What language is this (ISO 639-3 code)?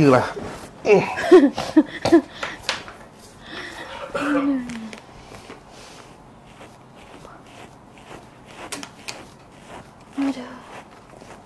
msa